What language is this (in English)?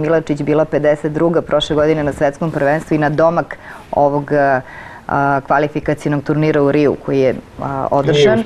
Serbian